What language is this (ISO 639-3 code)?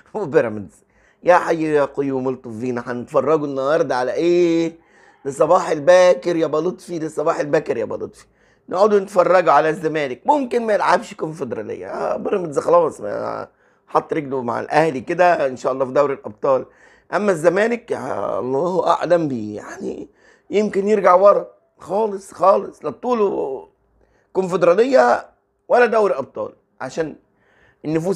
arz